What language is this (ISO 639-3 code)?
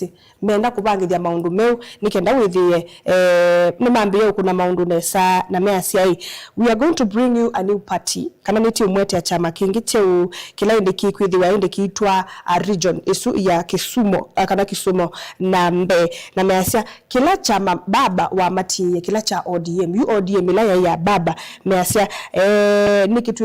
kam